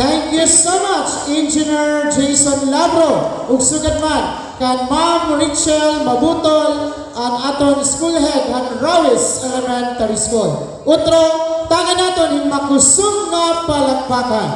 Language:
Waray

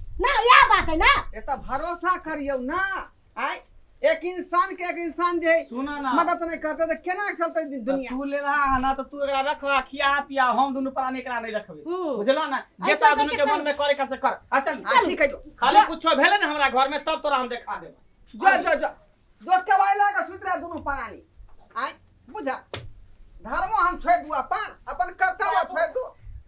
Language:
Maithili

